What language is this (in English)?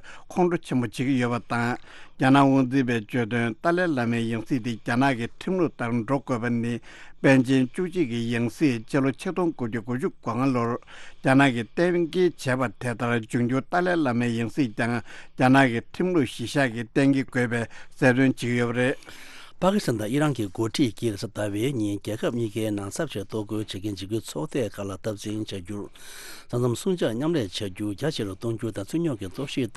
Tibetan